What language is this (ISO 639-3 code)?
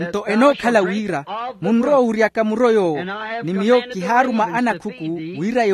vmw